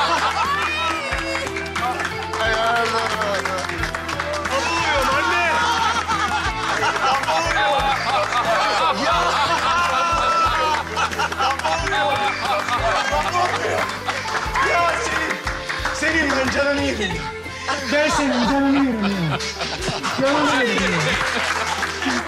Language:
Turkish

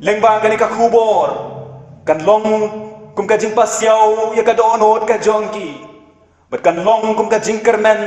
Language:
Khasi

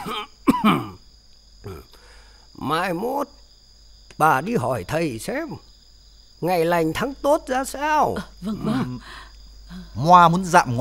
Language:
Vietnamese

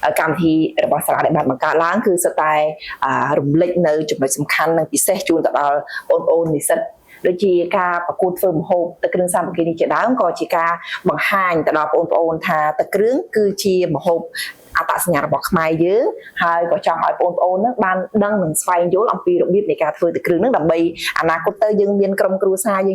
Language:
Khmer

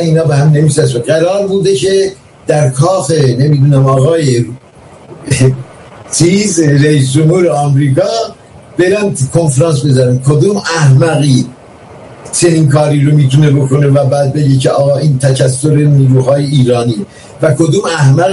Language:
Persian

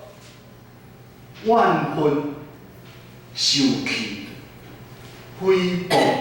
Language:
Min Nan Chinese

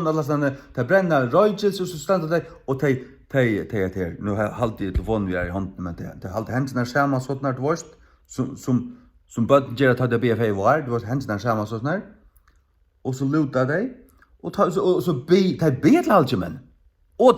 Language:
Faroese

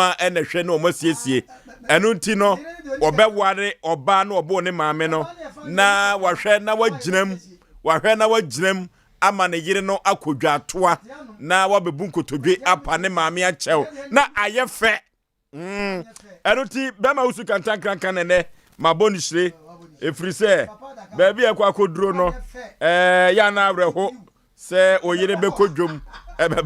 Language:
Akan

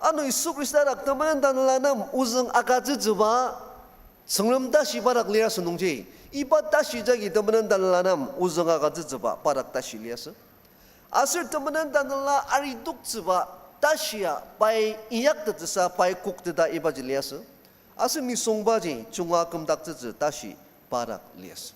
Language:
Ao Naga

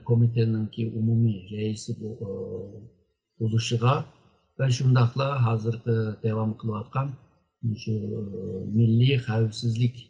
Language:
Uyghur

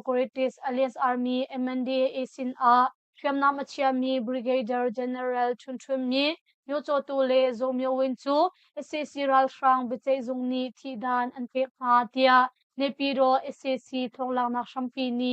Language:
Hakha Chin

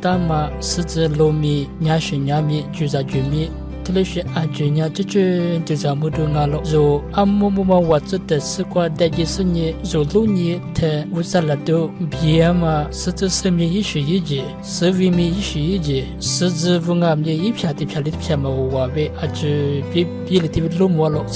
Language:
Lisu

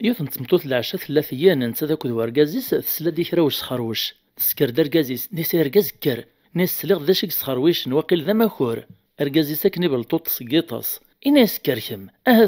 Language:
Kabyle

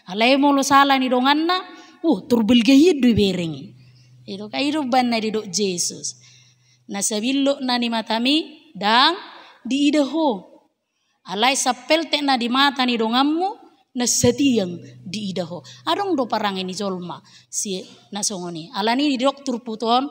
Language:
Batak Toba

